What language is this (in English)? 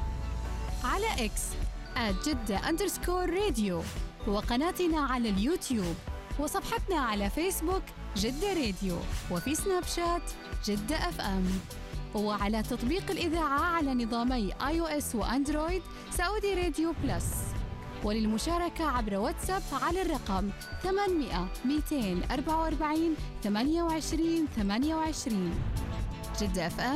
Arabic